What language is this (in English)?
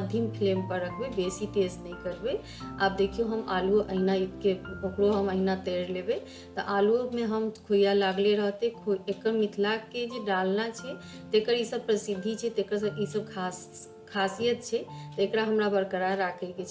Maithili